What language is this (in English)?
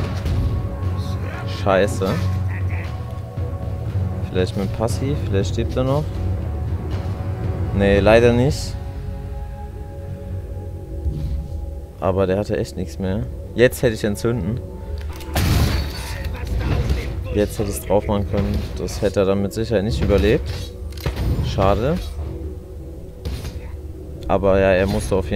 German